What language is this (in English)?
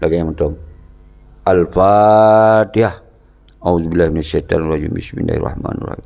Achinese